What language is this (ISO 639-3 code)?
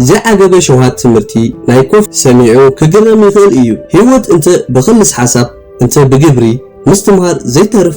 tir